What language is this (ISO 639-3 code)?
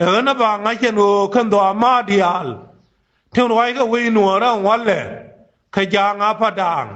nus